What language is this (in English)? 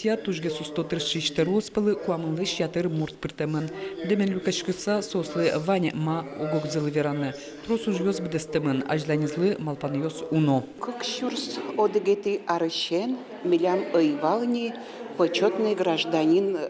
Udmurt